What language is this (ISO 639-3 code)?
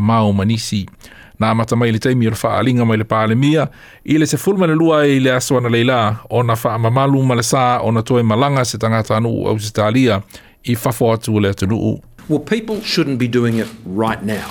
smo